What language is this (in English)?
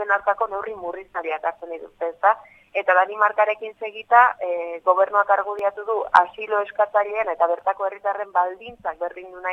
Basque